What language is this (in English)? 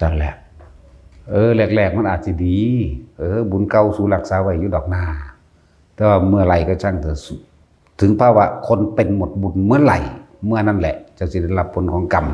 Northeastern Thai